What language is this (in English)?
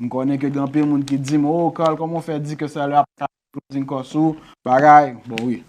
Haitian Creole